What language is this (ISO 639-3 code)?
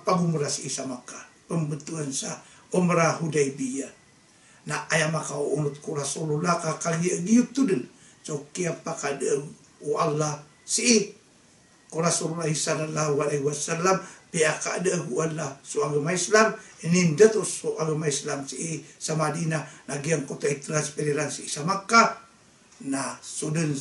mrw